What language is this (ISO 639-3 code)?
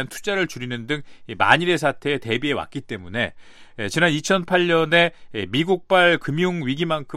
kor